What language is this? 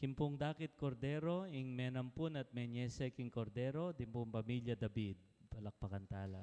Pampanga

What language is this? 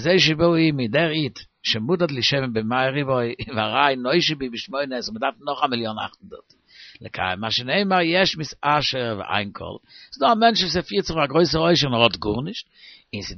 Yiddish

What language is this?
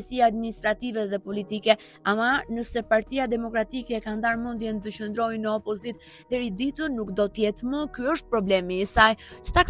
Albanian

